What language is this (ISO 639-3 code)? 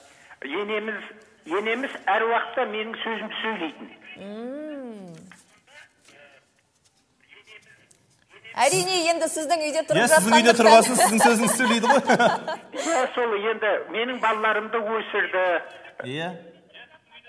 kaz